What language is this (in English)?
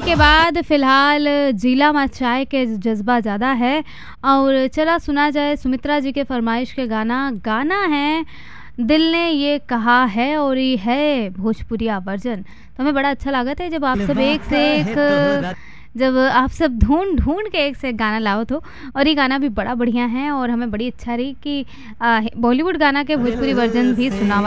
Bhojpuri